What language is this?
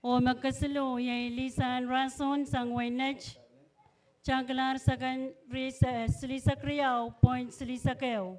Pohnpeian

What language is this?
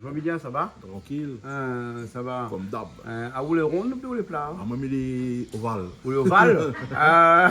Réunion Creole French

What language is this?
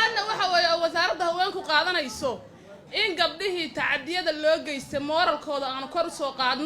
Somali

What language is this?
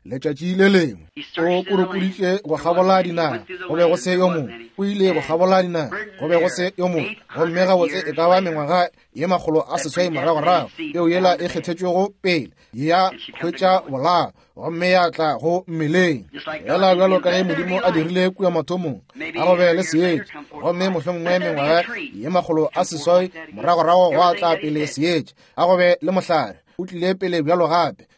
Northern Sotho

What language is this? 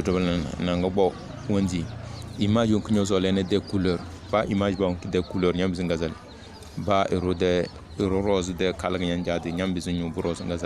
Tem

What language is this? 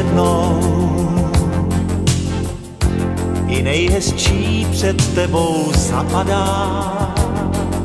Czech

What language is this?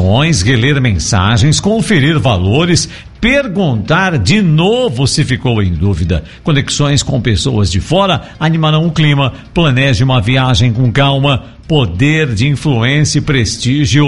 Portuguese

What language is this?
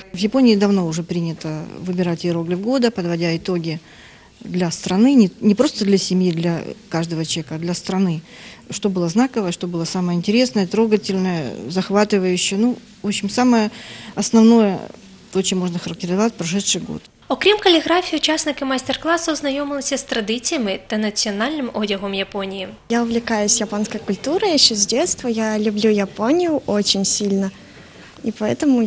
Ukrainian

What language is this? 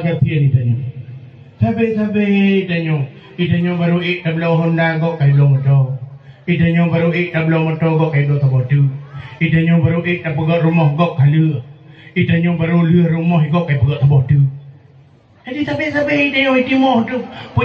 Achinese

